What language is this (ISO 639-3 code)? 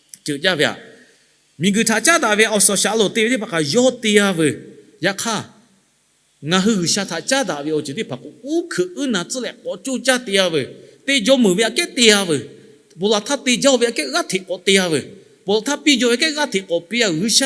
lhu